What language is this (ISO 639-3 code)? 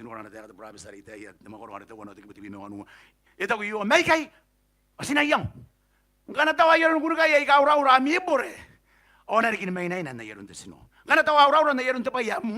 gil